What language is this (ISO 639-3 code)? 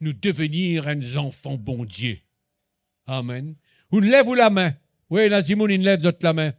mfe